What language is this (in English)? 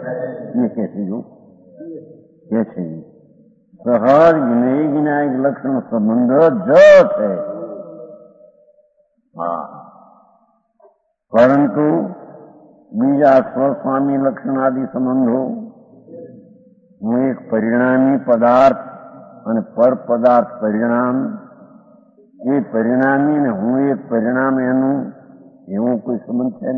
Gujarati